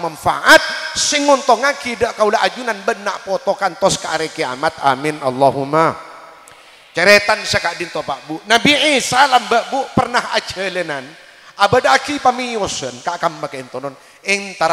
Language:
Madurese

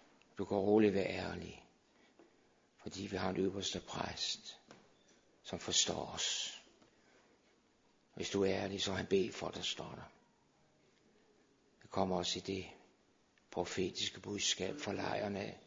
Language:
Danish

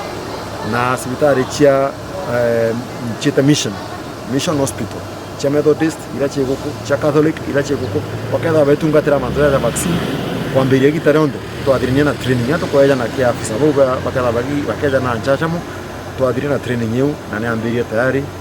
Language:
Meru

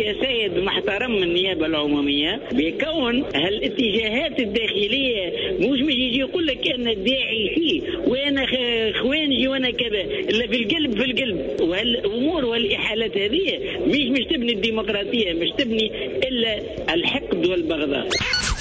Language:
Tunisian Arabic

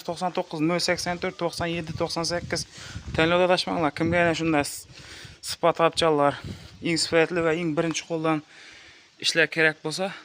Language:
Uzbek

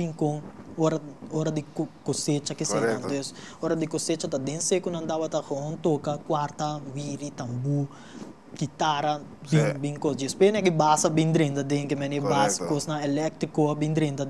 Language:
Papiamento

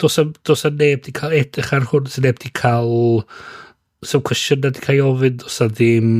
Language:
Welsh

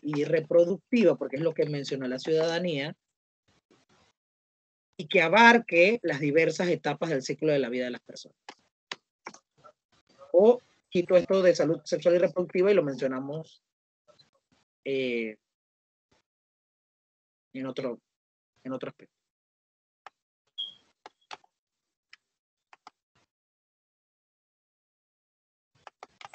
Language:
Spanish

